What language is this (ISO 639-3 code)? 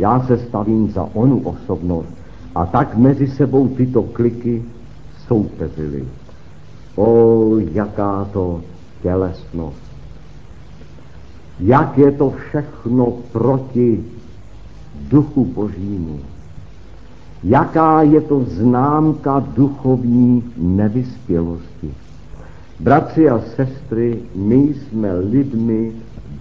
ces